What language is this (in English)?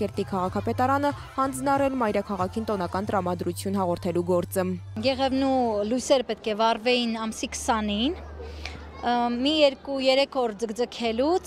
Armenian